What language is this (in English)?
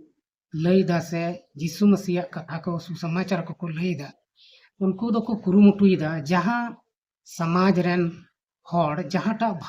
Santali